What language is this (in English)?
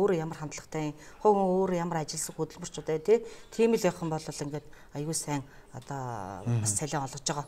Mongolian